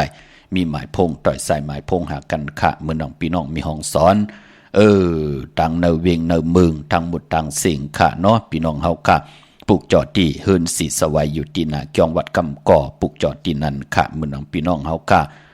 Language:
Shan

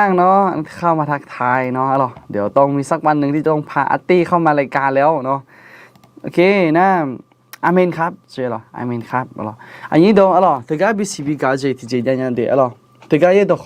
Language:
Akha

